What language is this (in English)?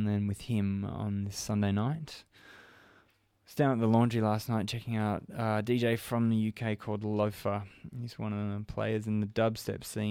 English